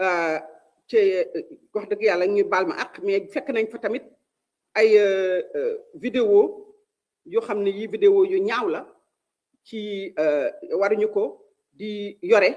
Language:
Wolof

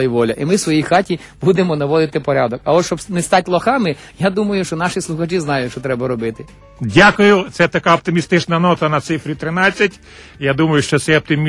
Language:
Ukrainian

